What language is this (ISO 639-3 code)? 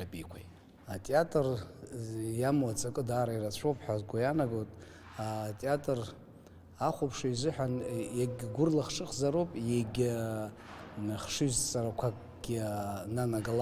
abk